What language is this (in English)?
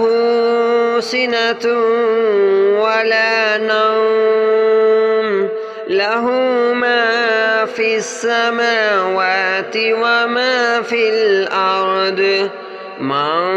Arabic